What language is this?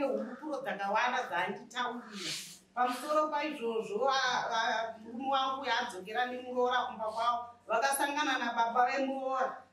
Shona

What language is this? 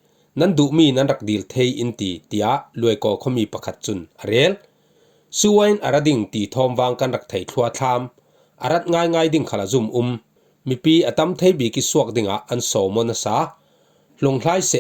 Falam Chin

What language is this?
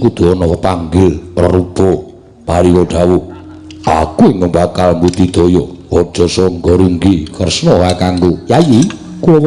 Javanese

